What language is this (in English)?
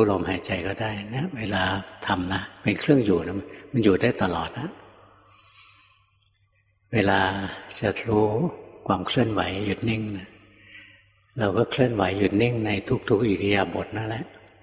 Thai